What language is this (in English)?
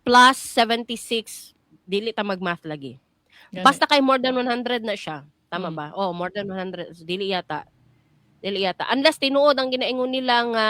Cebuano